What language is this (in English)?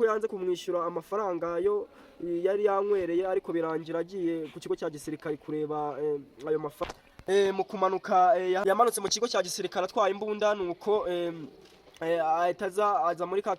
Kinyarwanda